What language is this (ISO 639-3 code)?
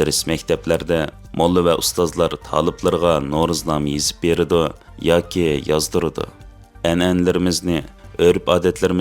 uig